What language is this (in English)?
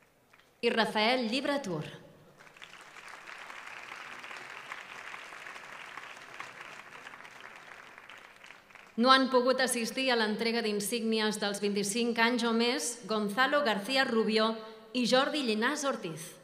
Catalan